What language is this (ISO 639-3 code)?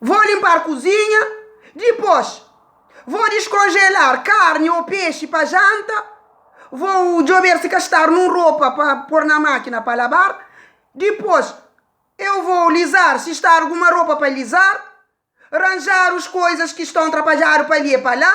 kea